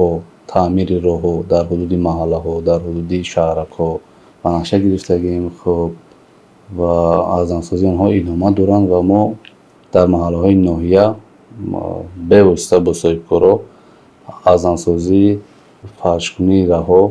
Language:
Tajik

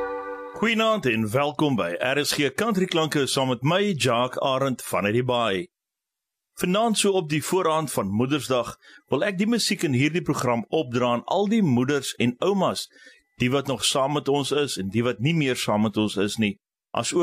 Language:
Afrikaans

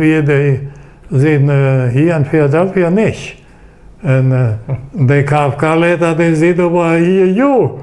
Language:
Plautdietsch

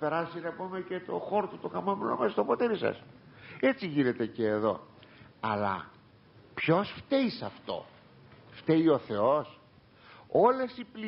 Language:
Greek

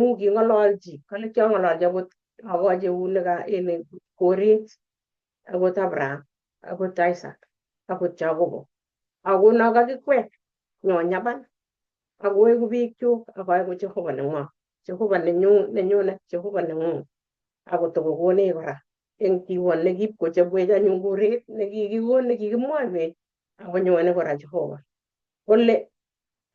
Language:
Kalenjin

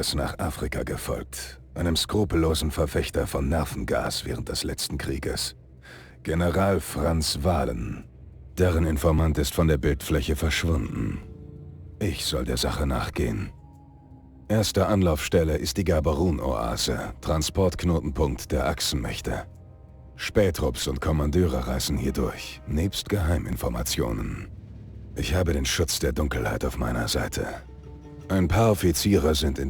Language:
Bavarian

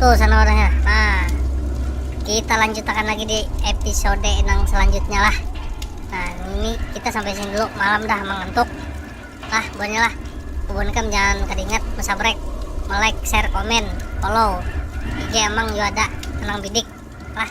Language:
Banjar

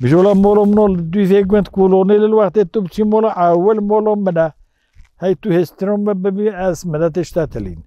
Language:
Kurdish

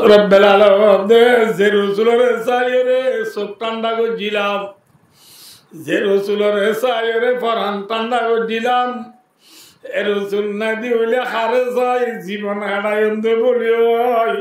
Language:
Rohingya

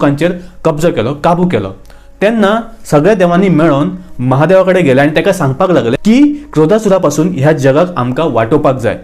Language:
Konkani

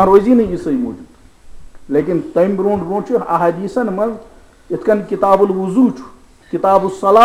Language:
Kashmiri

